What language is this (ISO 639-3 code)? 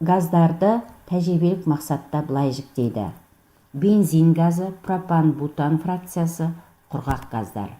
kaz